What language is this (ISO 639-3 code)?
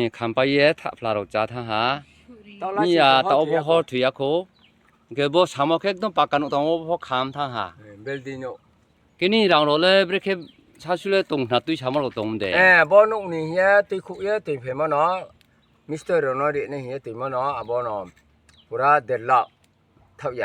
ria